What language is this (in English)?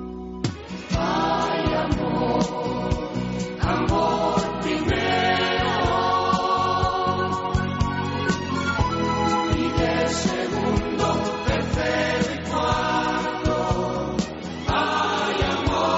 Basque